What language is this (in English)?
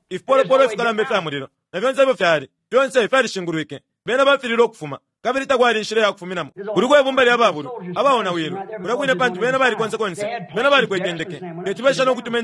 Bemba